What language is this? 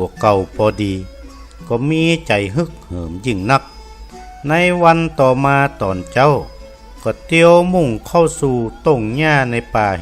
Northern Thai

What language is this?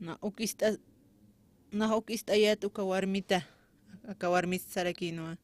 Aymara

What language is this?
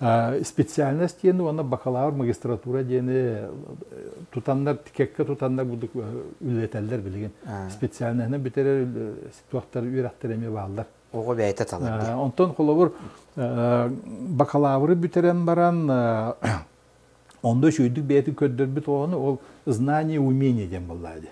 Yakut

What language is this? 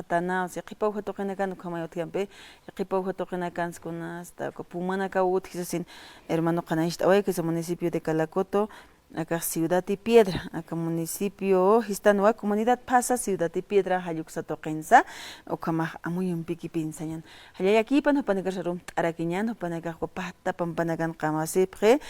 Aymara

